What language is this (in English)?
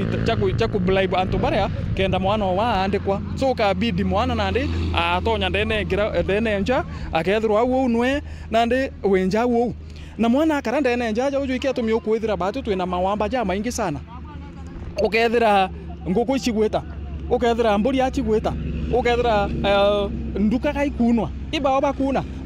Meru